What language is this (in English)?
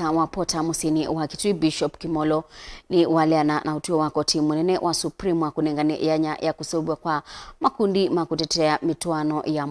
Kamba